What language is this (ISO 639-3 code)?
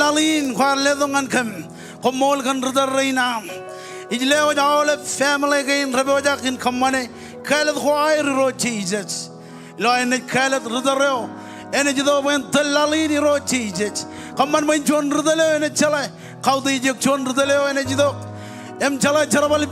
mah